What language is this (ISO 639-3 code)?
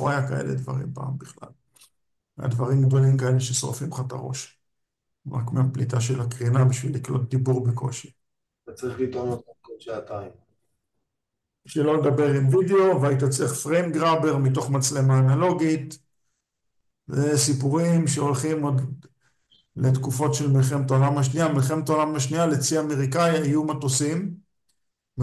heb